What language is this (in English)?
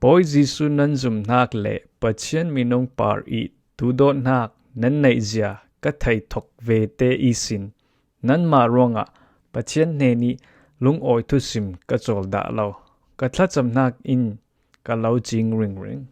Falam Chin